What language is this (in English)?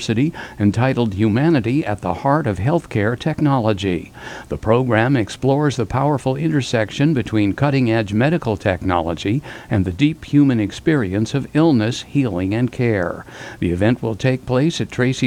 English